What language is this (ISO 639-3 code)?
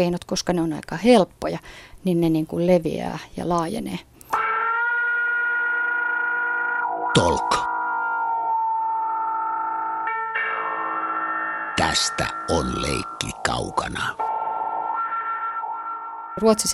fin